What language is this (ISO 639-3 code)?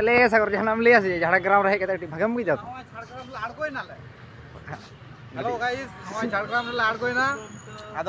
sat